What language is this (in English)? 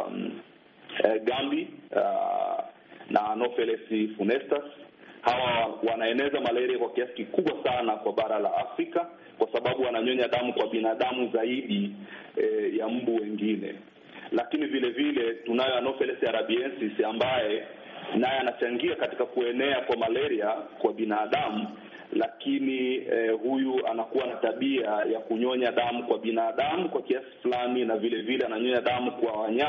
Swahili